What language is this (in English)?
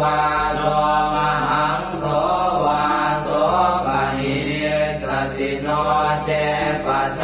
Pali